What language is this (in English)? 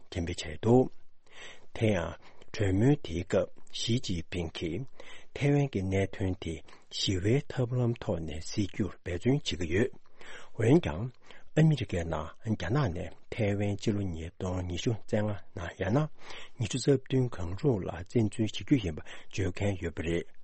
Tibetan